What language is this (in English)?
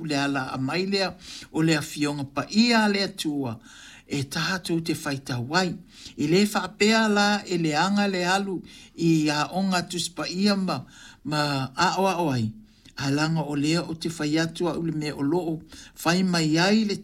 Samoan